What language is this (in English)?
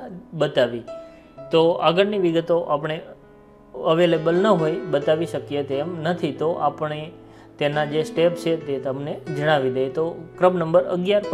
Gujarati